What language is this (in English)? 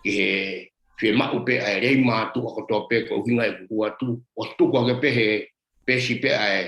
Tongan